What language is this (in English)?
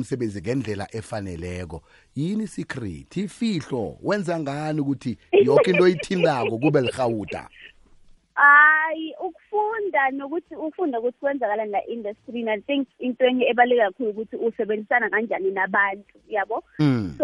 South Ndebele